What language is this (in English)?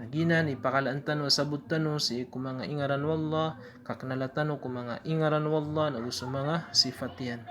Maranao